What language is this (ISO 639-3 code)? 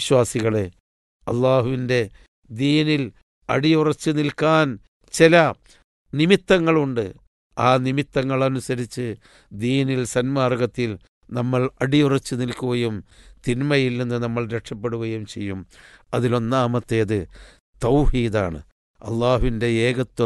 mal